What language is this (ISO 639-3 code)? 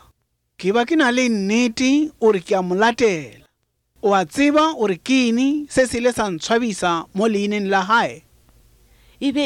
nso